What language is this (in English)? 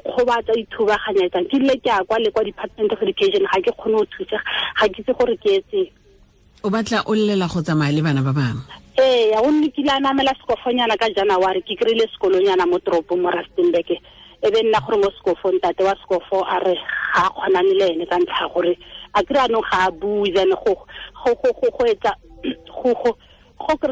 Tswana